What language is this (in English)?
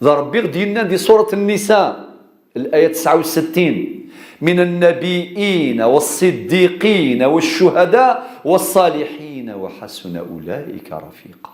Kabyle